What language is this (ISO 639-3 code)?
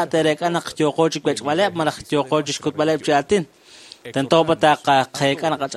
kek